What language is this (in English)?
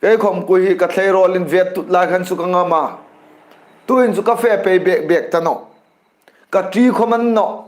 Hmar